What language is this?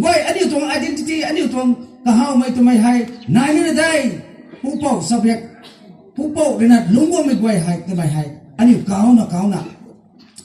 Rongmei Naga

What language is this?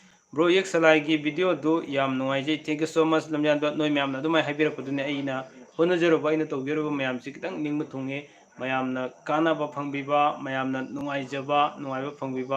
Manipuri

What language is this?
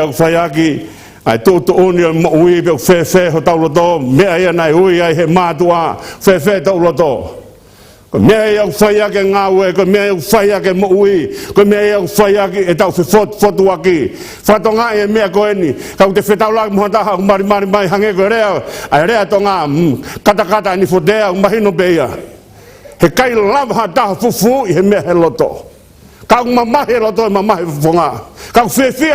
Tongan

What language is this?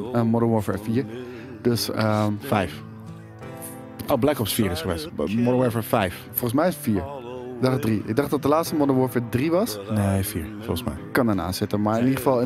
Dutch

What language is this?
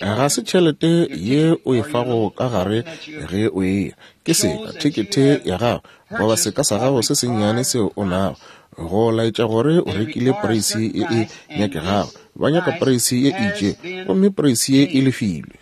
Northern Sotho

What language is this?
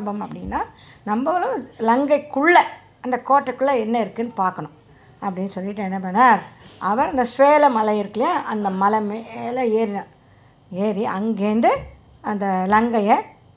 Tamil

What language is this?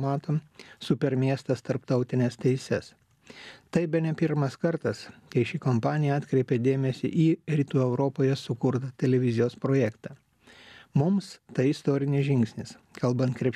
Lithuanian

